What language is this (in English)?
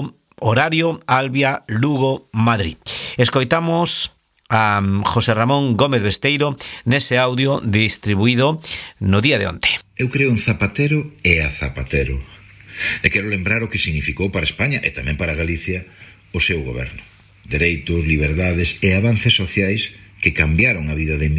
Galician